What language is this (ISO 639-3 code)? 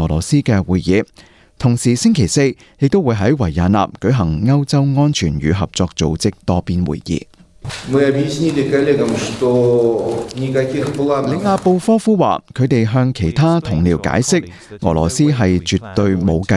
yue